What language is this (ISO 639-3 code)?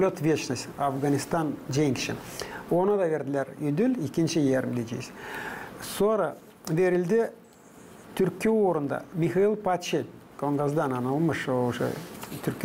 gag